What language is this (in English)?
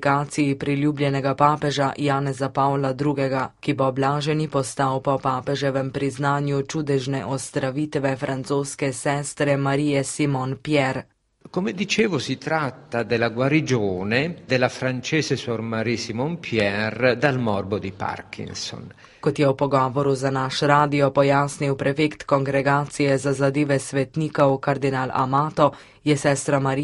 Slovenian